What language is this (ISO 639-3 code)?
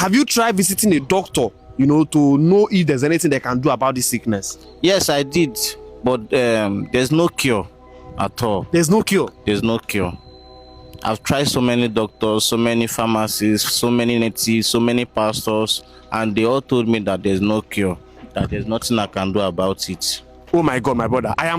pcm